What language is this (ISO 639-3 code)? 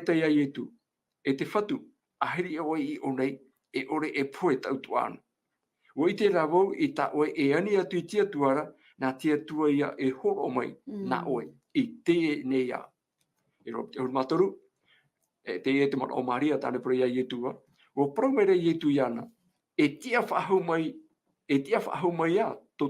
tah